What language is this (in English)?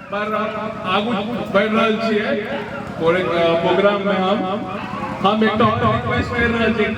Maithili